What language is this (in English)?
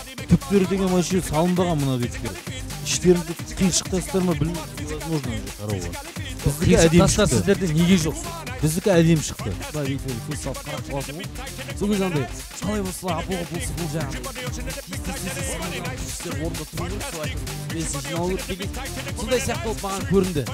Kazakh